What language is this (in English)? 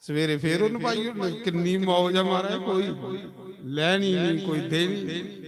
Dogri